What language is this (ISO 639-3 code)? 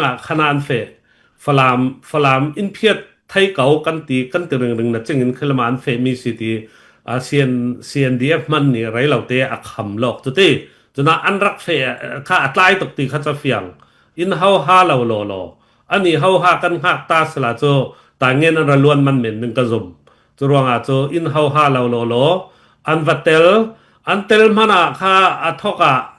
cfm